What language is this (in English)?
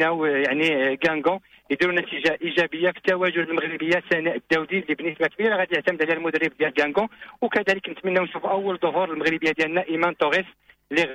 Moroccan Arabic